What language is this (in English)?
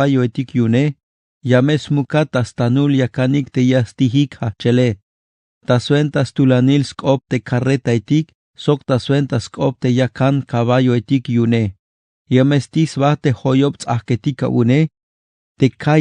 Tzeltal